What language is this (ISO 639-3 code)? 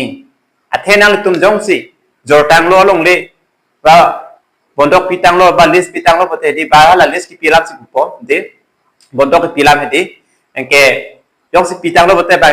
mjw